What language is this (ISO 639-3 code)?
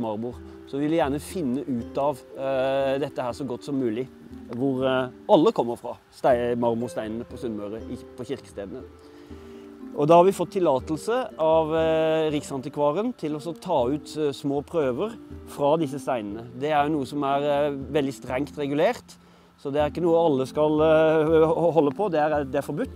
nor